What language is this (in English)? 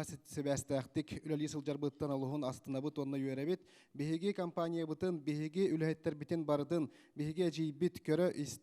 Yakut